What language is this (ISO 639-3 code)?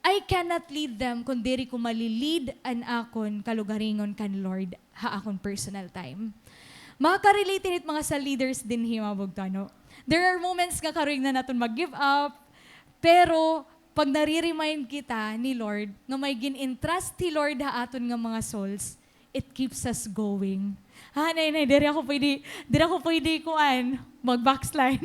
war